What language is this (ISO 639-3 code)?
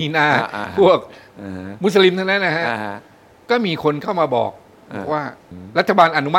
tha